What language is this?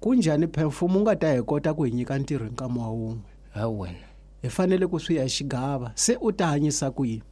Tsonga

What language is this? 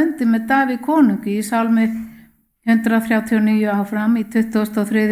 Icelandic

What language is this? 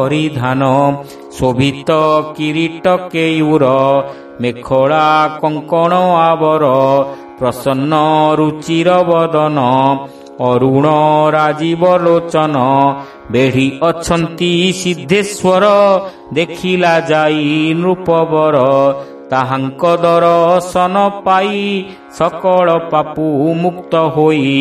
Odia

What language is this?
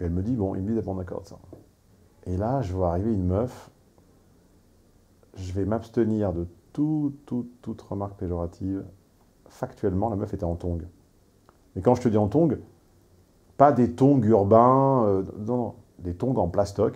French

